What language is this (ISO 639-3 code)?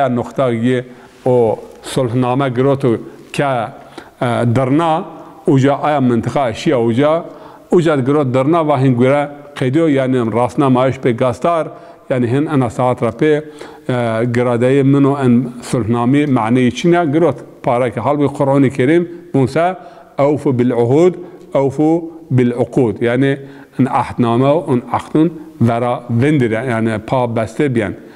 zza